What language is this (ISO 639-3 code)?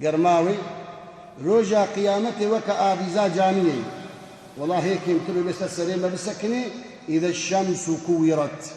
kur